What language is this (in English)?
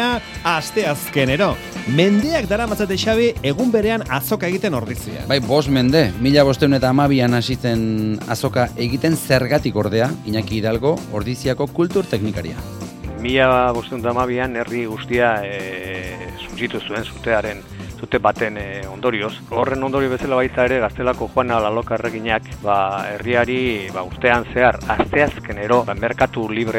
Basque